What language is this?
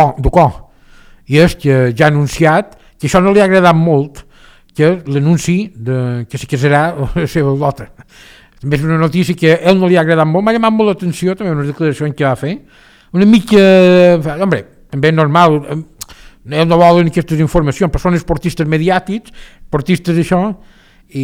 Catalan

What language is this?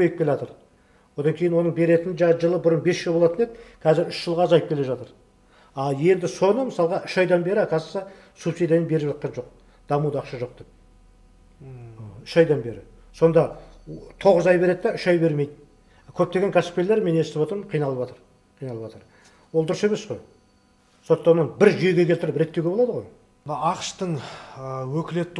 Kazakh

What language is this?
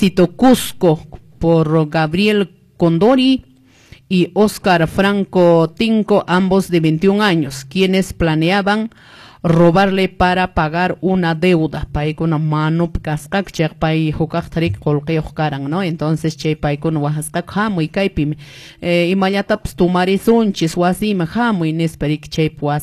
Quechua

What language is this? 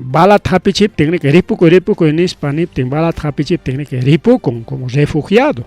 Ayacucho Quechua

